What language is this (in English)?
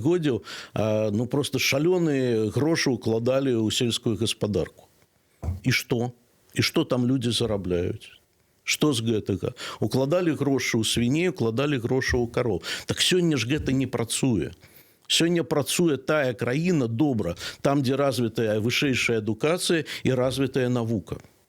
Belarusian